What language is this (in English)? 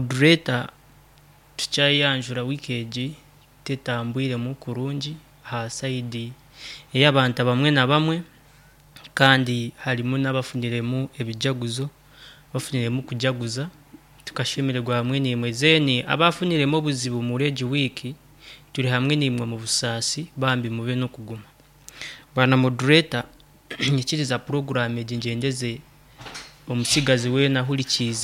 Nyankole